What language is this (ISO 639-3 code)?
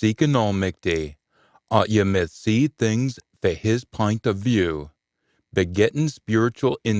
sco